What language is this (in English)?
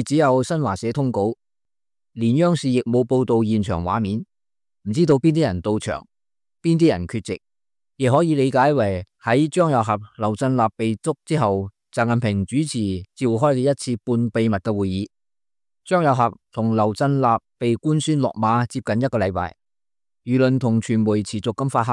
Cantonese